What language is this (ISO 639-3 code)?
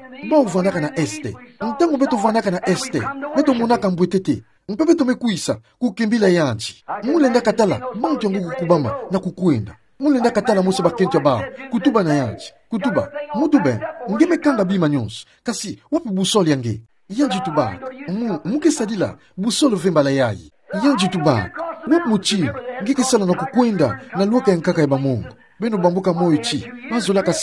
ktu